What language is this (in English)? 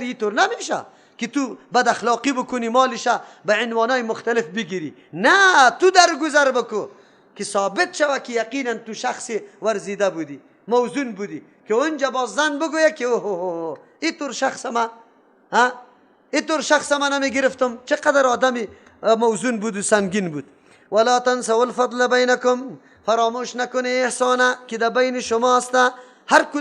Persian